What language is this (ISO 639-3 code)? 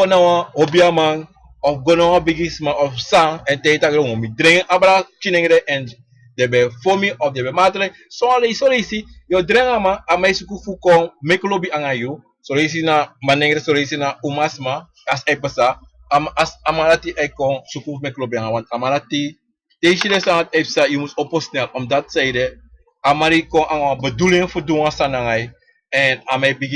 srn